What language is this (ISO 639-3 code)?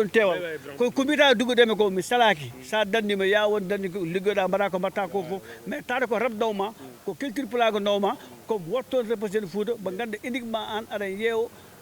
ful